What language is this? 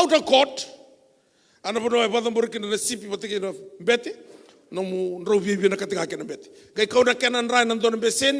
Fijian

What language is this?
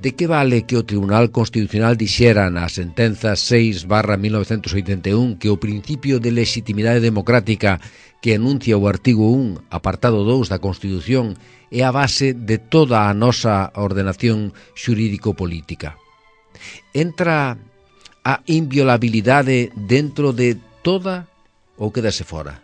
Galician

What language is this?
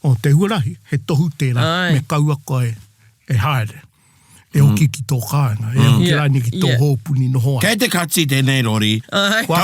Māori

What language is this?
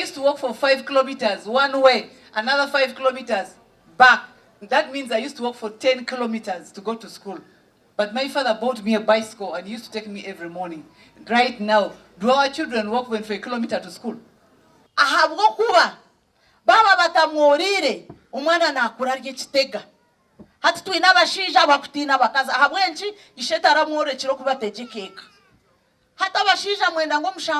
Nyankole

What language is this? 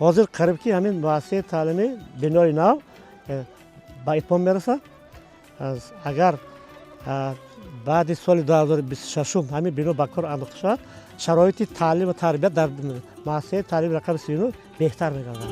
Tajik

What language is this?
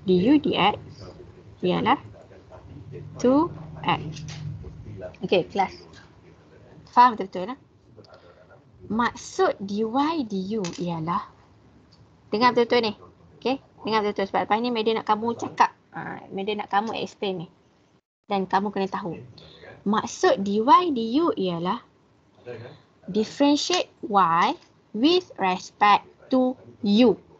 Malay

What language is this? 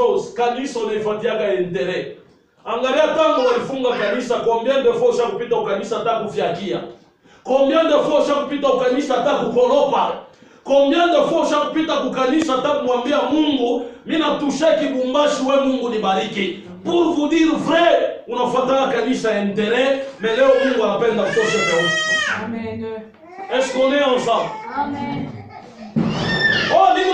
Swahili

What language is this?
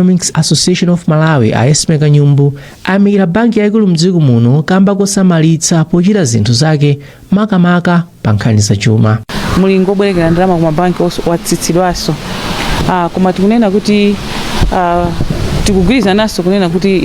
Nyanja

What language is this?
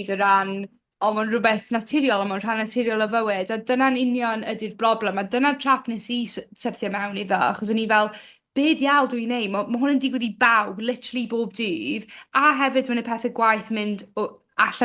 Welsh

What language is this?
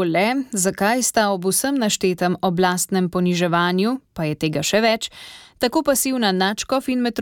Slovenian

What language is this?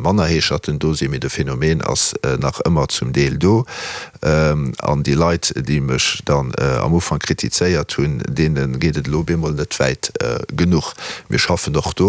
Luxembourgish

